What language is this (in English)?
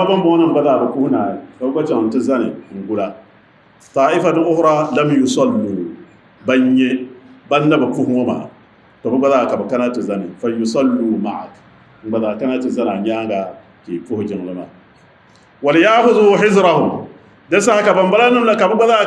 Dagbani